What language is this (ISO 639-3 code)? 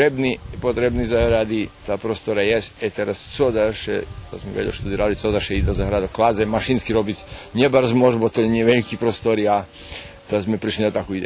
rue